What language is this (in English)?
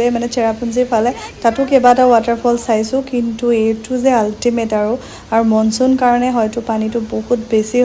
Assamese